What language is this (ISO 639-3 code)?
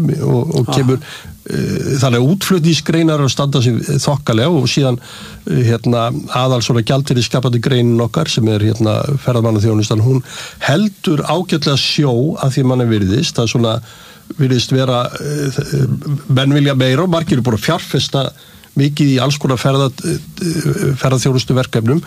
isl